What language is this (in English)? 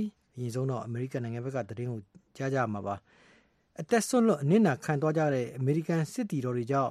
Burmese